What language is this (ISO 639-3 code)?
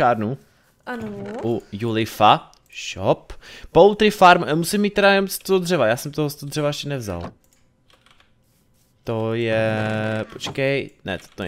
ces